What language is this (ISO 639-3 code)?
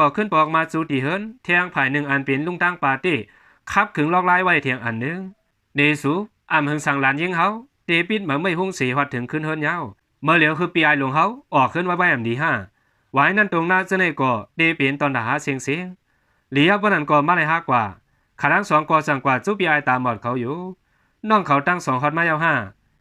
shn